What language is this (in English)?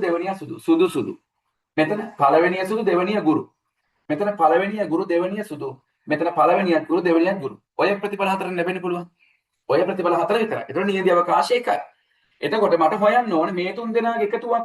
Sinhala